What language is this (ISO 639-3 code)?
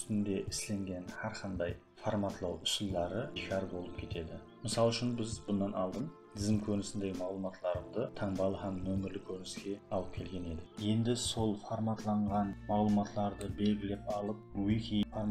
kaa